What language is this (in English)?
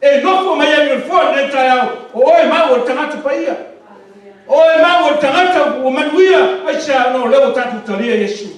Samoan